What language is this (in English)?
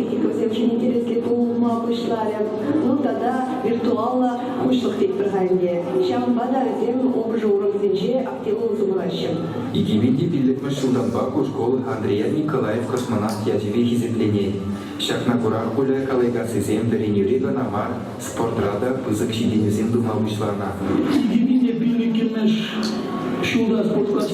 Chuvash